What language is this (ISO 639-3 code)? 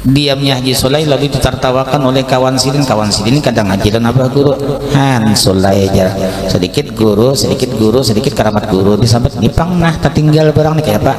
bjn